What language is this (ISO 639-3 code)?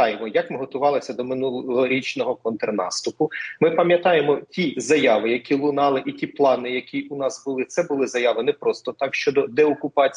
ukr